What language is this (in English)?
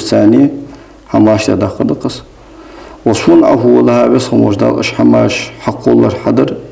Ingush